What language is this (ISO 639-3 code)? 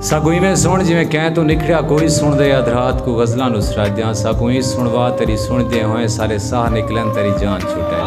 skr